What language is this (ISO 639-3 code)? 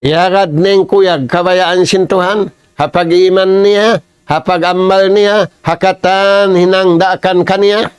tsg